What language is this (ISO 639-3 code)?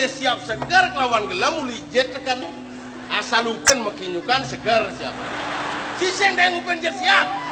ban